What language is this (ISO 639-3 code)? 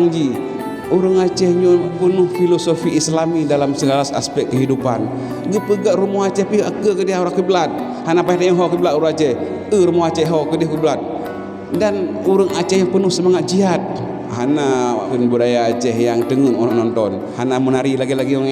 ace